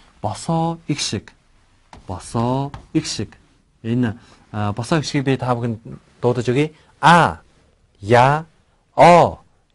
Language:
Mongolian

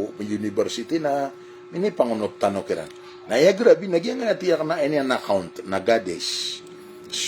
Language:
Maranao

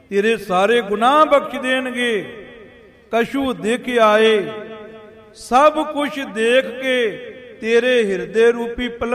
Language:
Punjabi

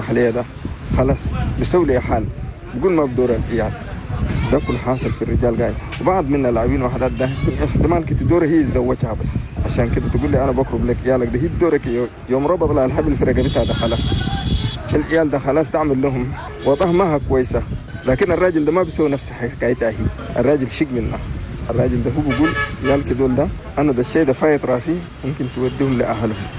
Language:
Chadian Arabic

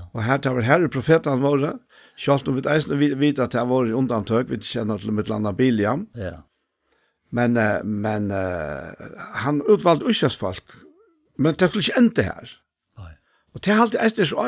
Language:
Faroese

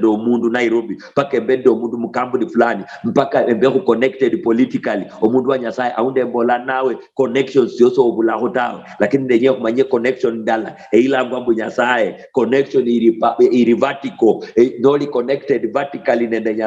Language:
Luyia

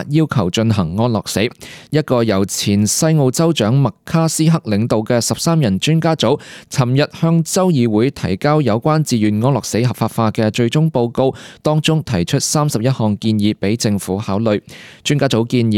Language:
Cantonese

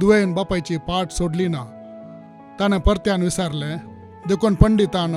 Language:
Konkani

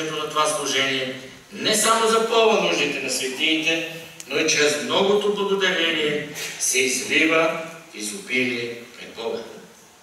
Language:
Bulgarian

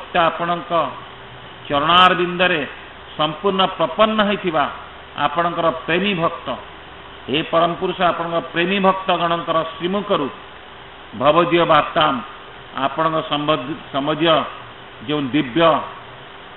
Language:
Odia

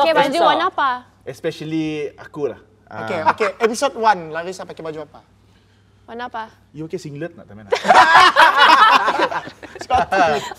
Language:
Malay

